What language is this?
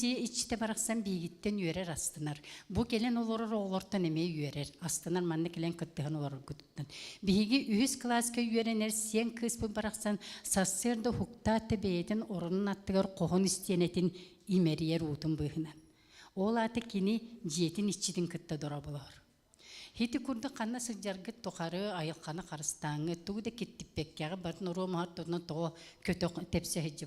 Yakut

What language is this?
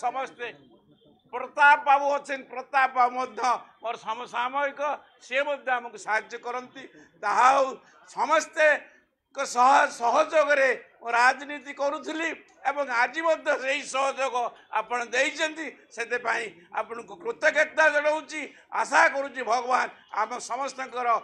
Odia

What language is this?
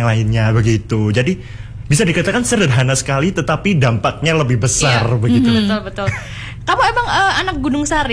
Indonesian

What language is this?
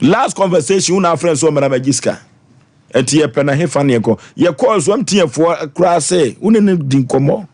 Akan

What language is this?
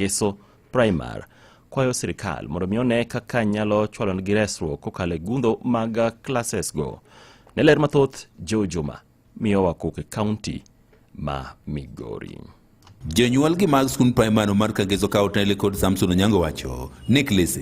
Luo (Kenya and Tanzania)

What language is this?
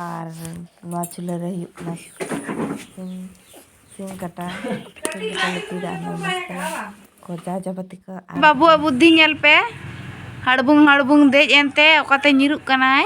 Santali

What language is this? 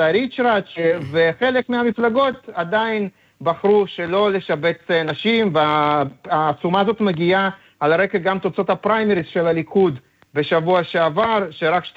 Hebrew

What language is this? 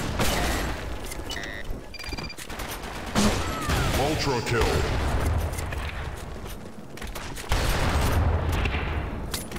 Malay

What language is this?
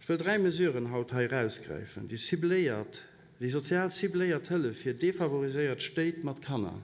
Luxembourgish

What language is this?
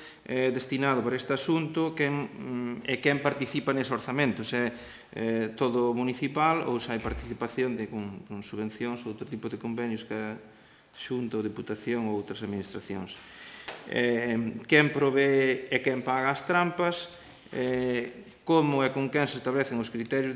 Galician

